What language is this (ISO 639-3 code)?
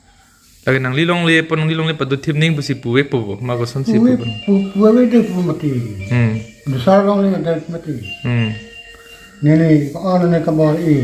mjw